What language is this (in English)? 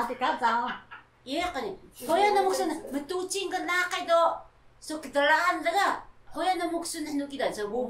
Taroko